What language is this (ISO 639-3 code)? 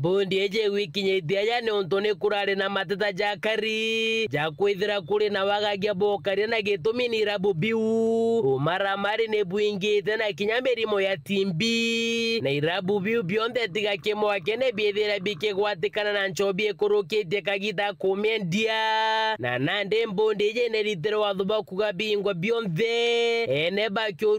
mer